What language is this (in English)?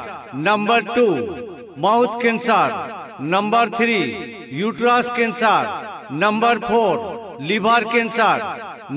Santali